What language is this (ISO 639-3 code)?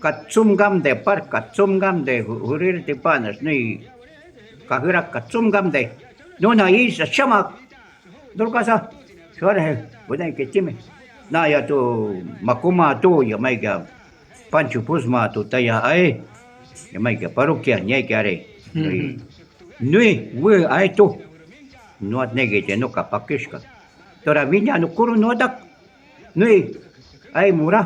jiv